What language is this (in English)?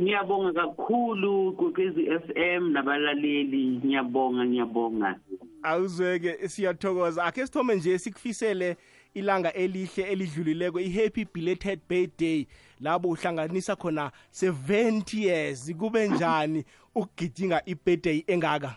South Ndebele